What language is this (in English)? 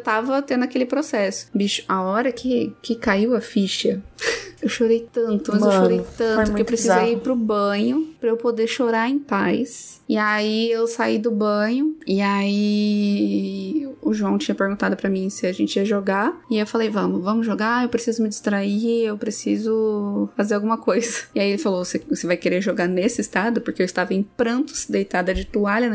Portuguese